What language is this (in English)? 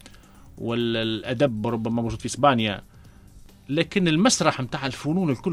Tunisian Arabic